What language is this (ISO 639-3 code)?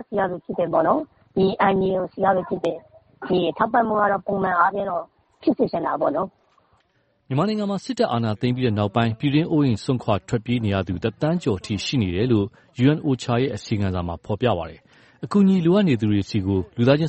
mya